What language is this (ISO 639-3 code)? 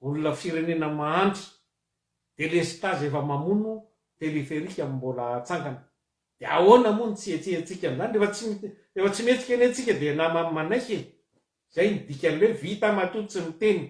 mlg